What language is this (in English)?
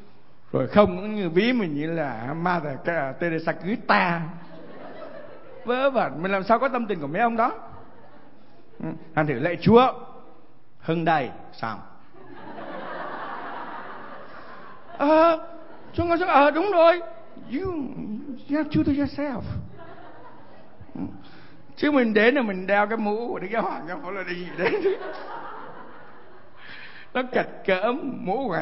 Vietnamese